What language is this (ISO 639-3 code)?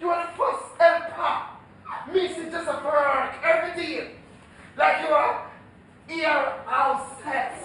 jam